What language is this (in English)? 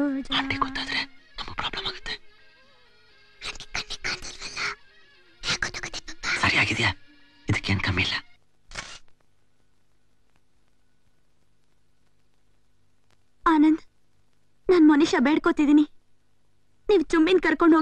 Kannada